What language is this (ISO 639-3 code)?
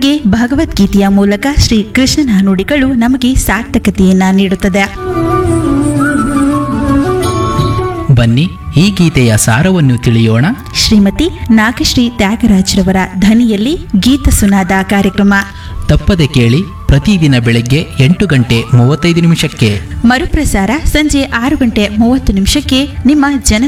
kan